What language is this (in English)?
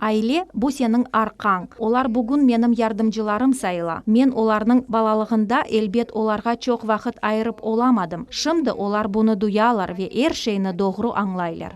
Crimean Tatar